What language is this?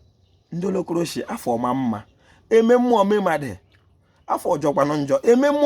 Igbo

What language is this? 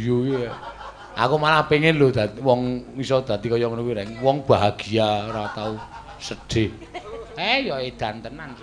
Javanese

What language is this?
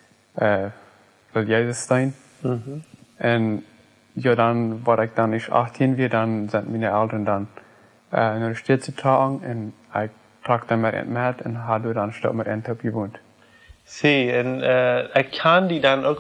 Plautdietsch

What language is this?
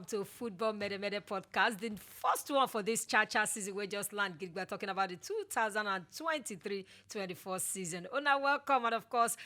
Nigerian Pidgin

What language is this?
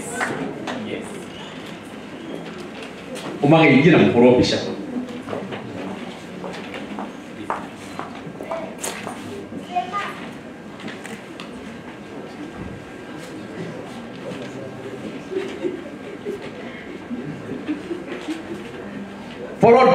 Swahili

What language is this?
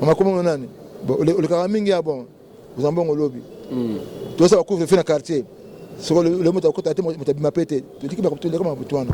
Lingala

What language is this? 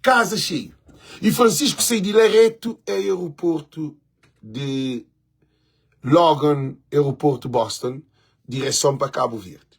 Kabuverdianu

